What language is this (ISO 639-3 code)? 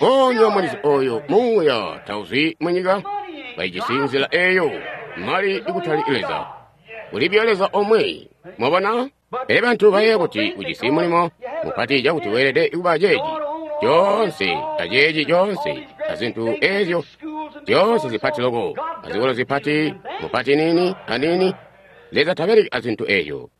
toi